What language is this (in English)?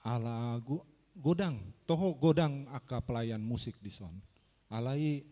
Batak Toba